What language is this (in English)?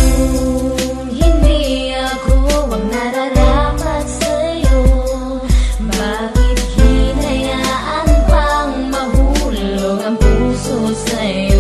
Filipino